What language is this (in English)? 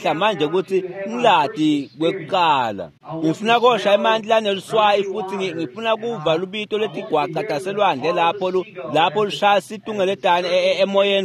Swati